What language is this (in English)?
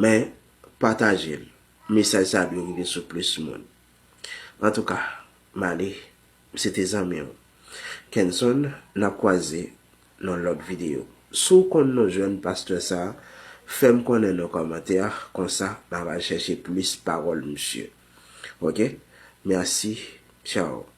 Haitian Creole